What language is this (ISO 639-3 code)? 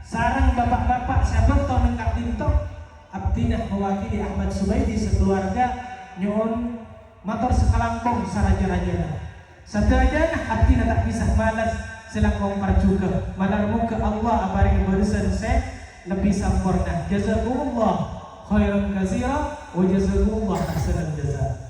mad